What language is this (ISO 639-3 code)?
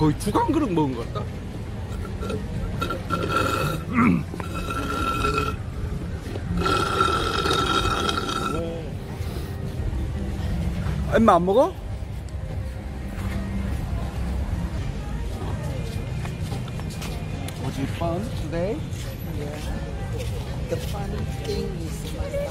kor